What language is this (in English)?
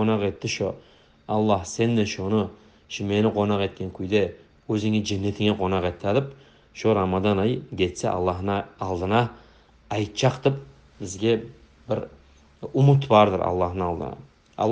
Kumyk